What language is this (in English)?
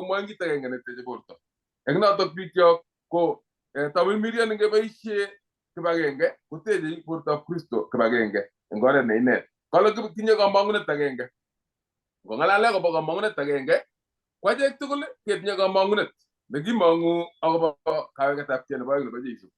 Kalenjin